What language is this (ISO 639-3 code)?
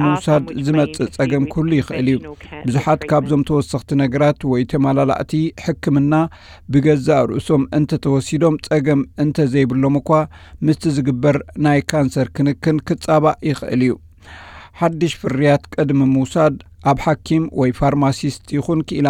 tir